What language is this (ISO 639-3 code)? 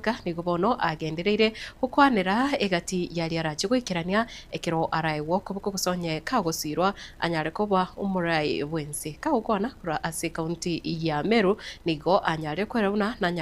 guz